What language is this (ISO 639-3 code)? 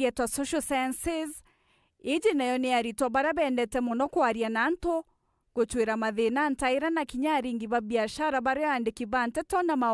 mer